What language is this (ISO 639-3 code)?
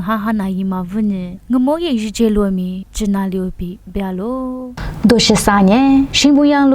lis